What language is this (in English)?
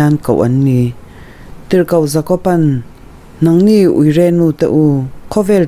Mizo